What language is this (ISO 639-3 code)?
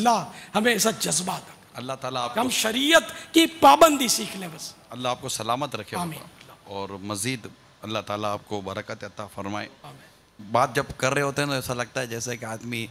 urd